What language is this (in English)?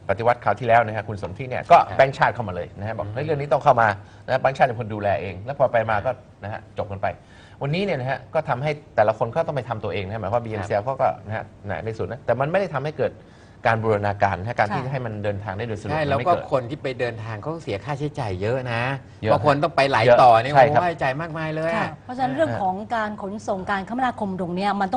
Thai